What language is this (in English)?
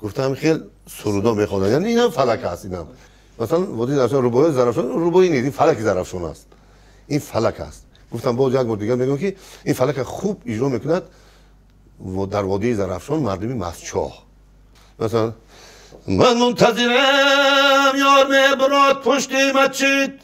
Tajik